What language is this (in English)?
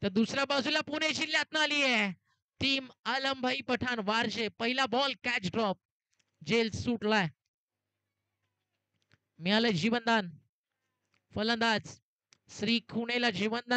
Marathi